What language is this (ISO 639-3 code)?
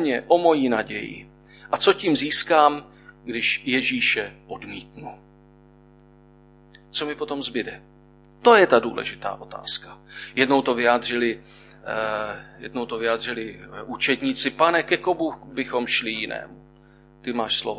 ces